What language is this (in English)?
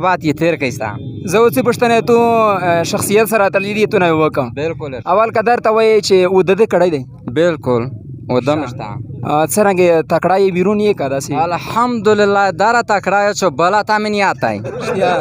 Pashto